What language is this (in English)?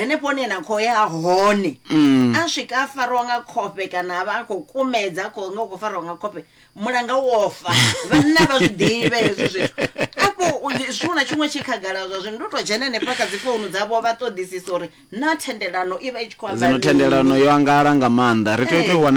Venda